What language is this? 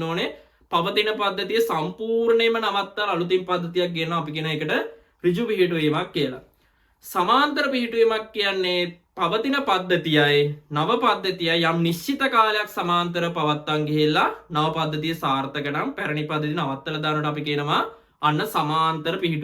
Sinhala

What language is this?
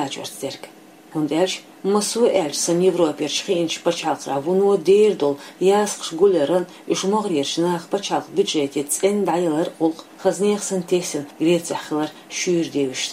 Chechen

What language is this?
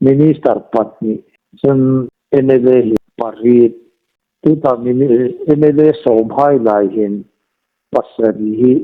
Hmar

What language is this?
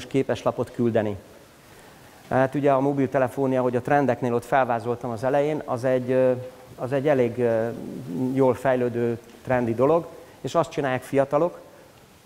Hungarian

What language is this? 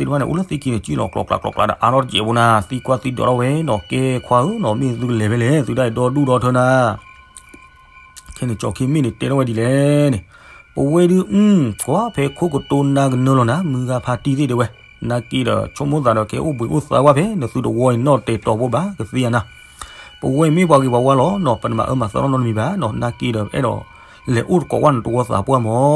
S'gaw Karen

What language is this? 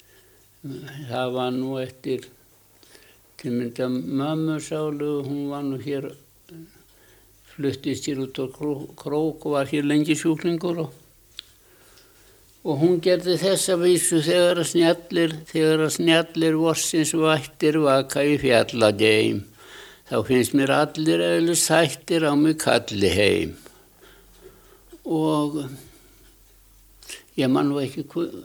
Icelandic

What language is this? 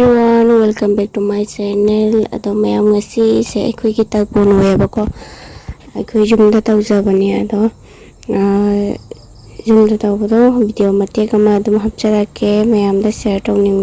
Manipuri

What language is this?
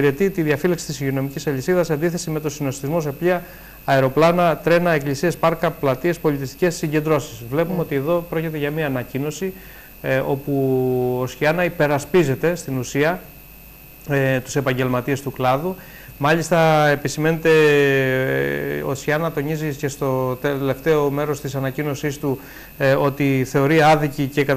Greek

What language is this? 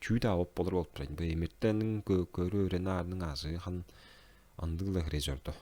Tuvinian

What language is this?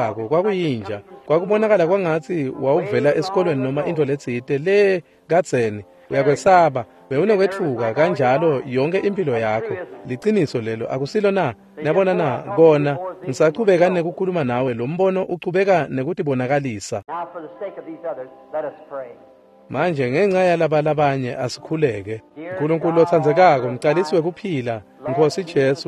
Swati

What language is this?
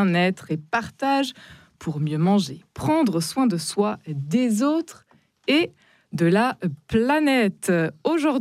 French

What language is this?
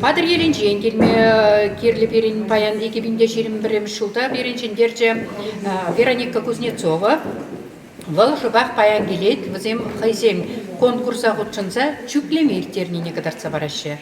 Chuvash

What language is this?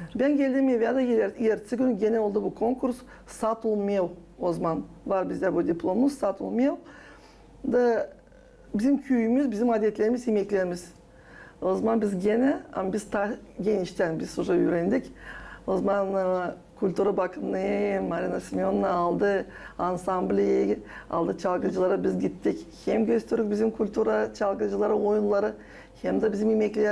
Gagauz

